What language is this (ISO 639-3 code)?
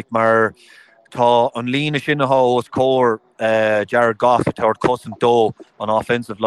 gle